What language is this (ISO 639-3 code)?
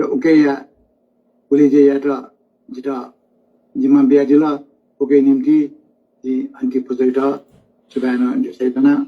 new